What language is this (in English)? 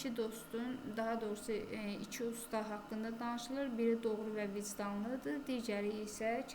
Azerbaijani